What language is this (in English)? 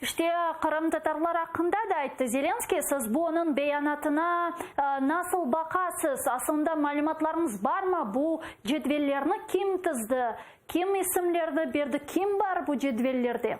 Crimean Tatar